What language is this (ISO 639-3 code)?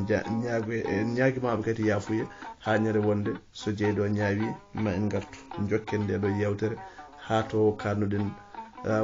ful